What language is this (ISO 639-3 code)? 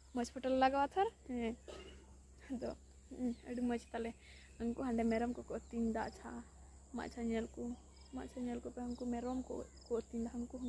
sat